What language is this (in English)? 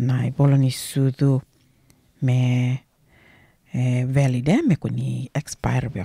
Fijian